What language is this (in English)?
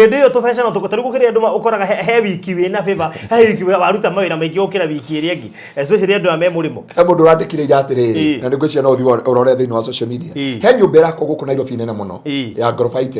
Kikuyu